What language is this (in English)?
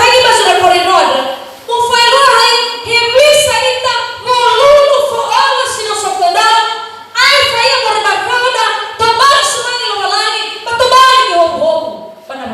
Nias